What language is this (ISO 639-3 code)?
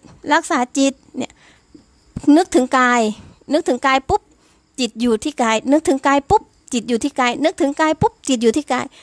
tha